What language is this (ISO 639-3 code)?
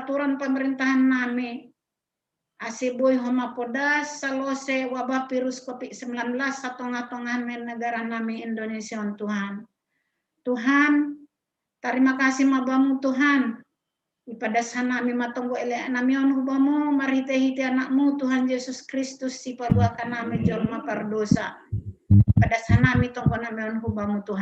bts